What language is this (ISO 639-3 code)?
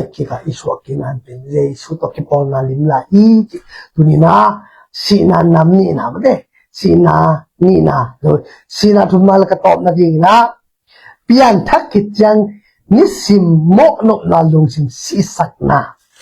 ctd